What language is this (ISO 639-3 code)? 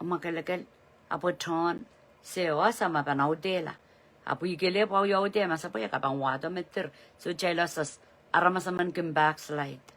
pon